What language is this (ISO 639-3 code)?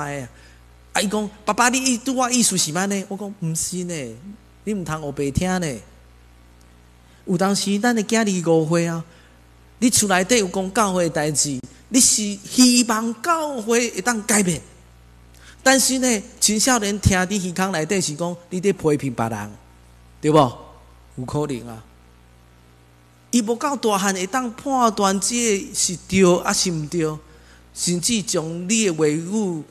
nan